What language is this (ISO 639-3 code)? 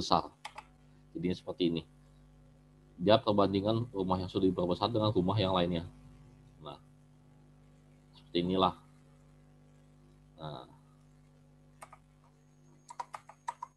ind